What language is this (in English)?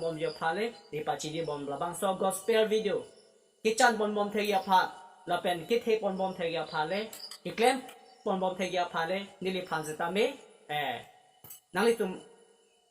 Karbi